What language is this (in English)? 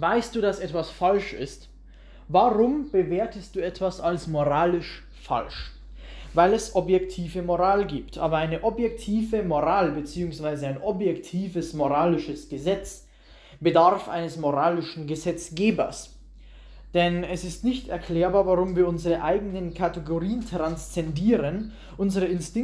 German